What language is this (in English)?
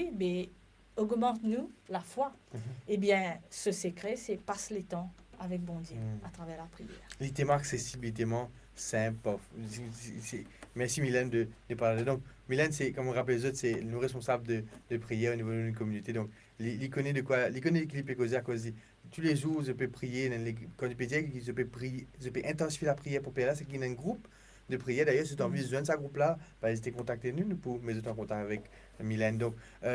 Morisyen